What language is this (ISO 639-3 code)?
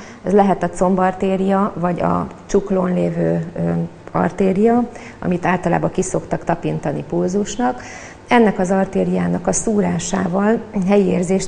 hun